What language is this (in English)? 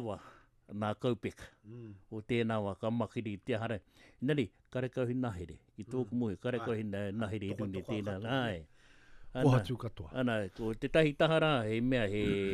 Latvian